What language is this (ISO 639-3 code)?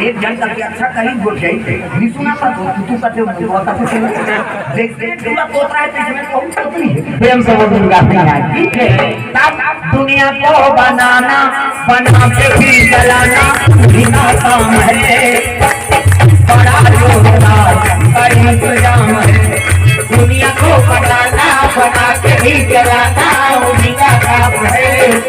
hne